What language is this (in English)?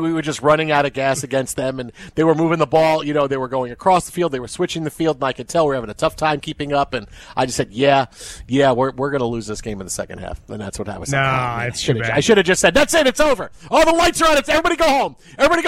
English